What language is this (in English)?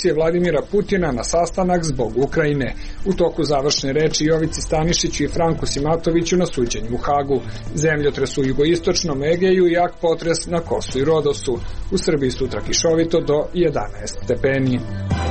Serbian